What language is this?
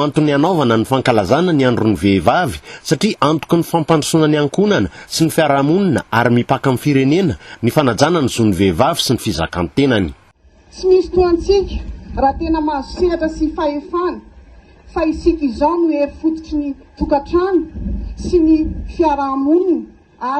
Malagasy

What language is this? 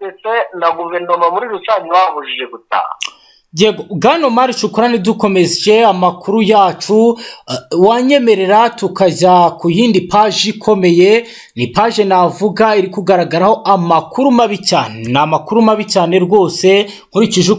Kinyarwanda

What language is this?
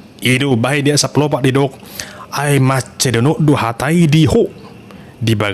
Batak Toba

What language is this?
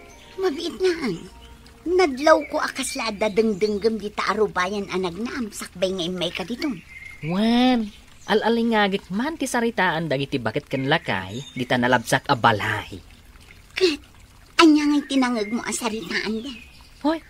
Iloko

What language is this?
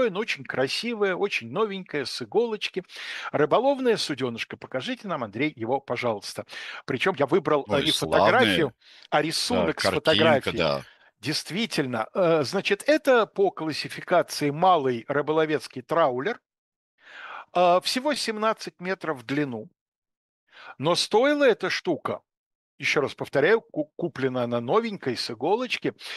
Russian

